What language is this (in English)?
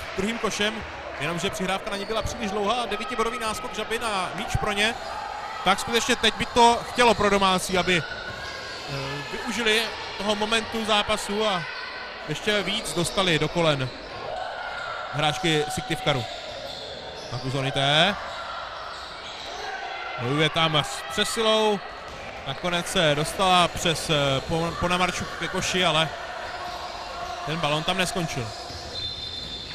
Czech